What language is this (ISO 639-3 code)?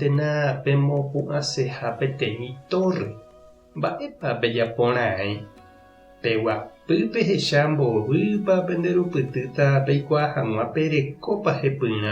grn